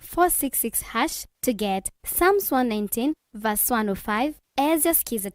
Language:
Kamba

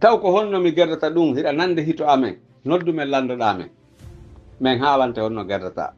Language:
Pular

